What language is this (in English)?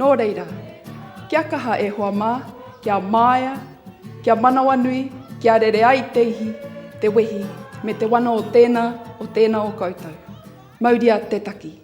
Māori